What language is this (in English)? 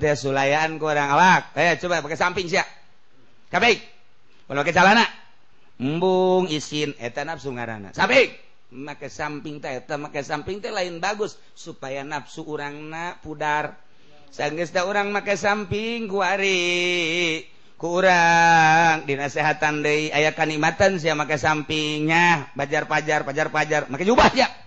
Sundanese